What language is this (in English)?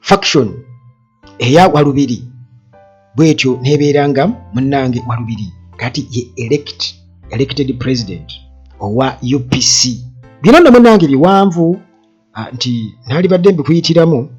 Ganda